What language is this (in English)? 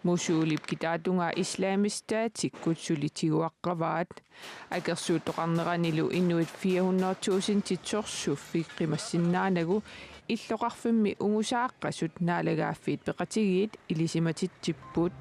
Kalaallisut